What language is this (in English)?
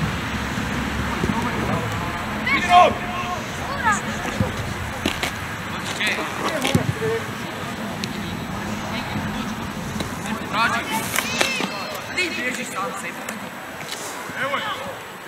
Croatian